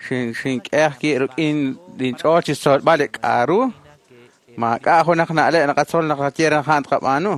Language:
Kekchí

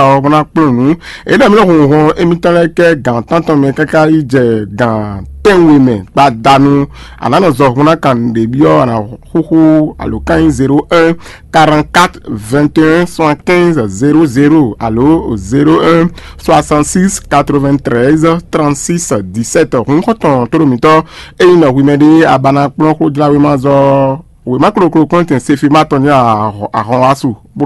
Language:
Fon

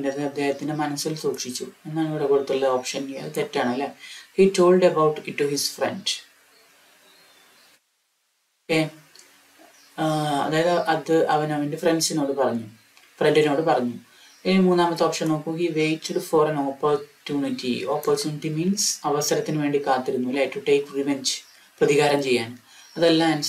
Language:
Malayalam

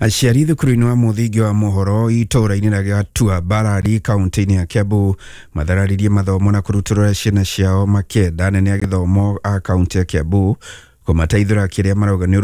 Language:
Kikuyu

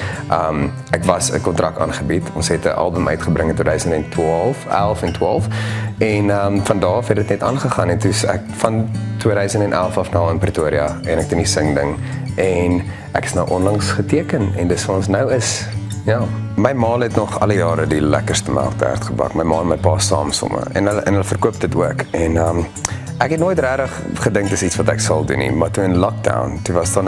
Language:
Afrikaans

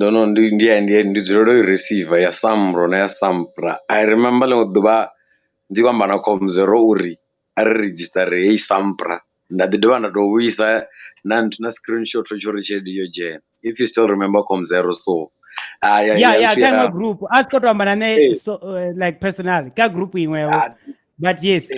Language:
Venda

